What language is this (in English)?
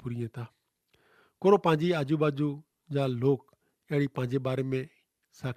Kachhi